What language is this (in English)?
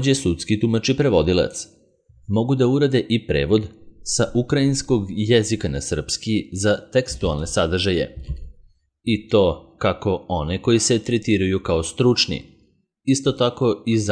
Serbian